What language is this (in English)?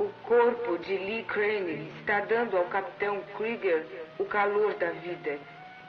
Portuguese